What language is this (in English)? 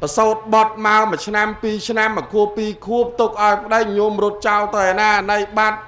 Khmer